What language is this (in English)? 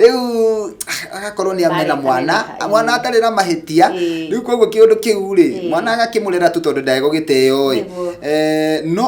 Kikuyu